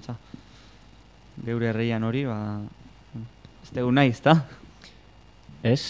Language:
Basque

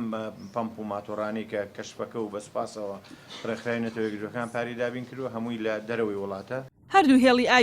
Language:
Central Kurdish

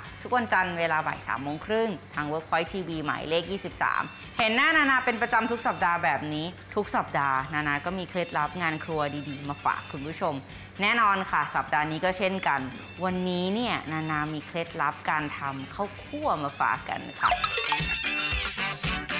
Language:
Thai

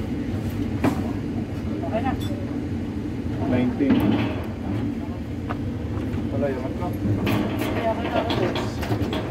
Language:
Filipino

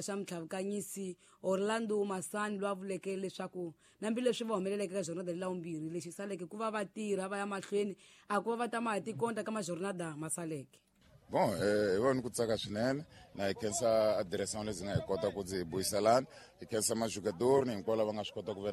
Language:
Tsonga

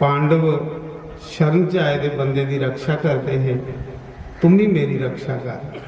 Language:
Dogri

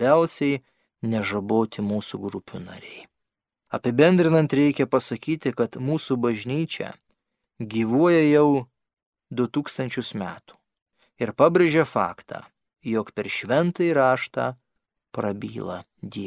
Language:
Lithuanian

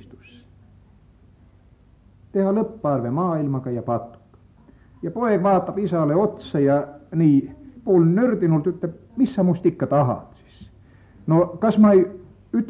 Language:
Estonian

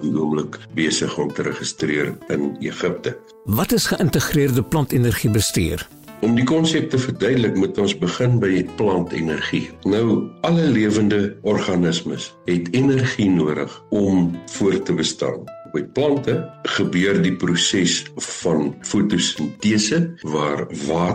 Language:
Afrikaans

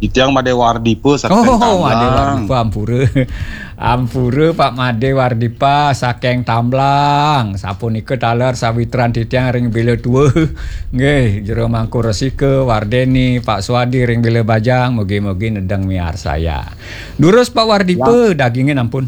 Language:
Balinese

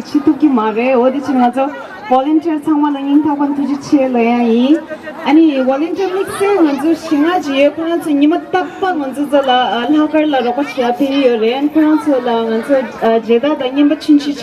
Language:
Tibetan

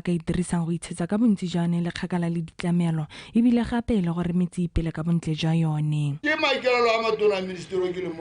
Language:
Tswana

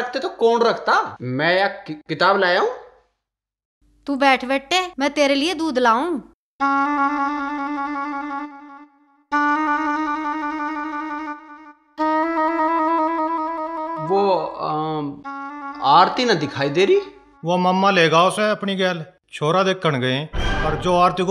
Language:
Haryanvi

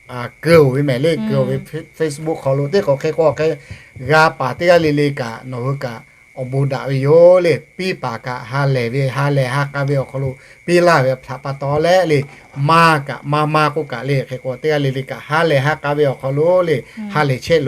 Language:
Lahu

